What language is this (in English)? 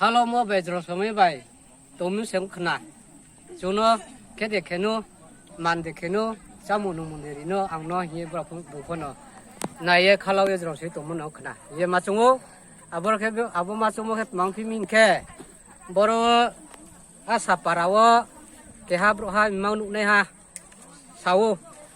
Riang (India)